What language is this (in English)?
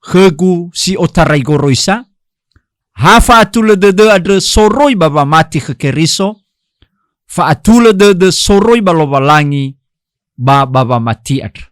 Nias